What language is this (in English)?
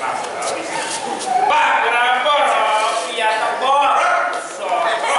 Konkani